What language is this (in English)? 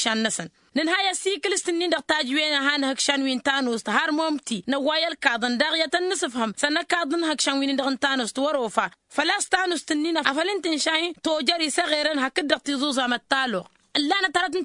Tamasheq